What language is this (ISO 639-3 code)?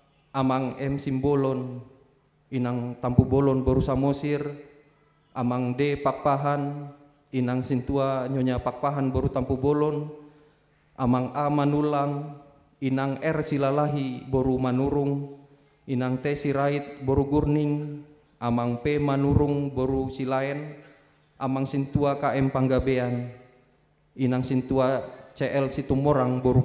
bbc